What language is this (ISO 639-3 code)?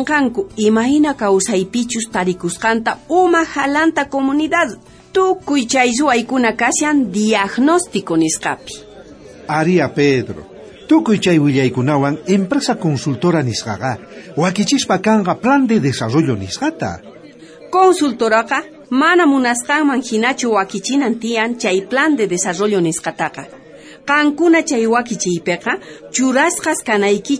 quh